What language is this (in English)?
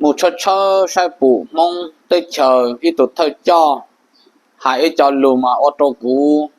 Hmong